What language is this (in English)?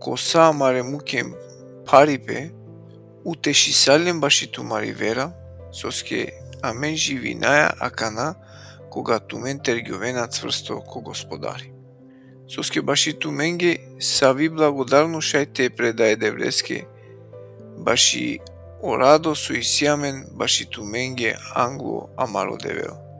Balkan Romani